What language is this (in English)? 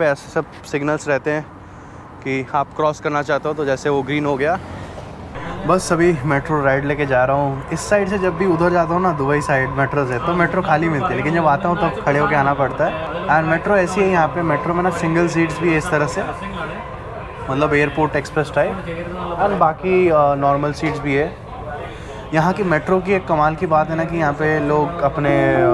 Hindi